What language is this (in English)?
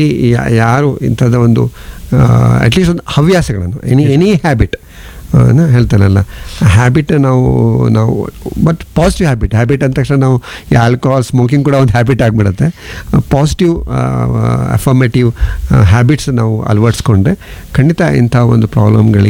Kannada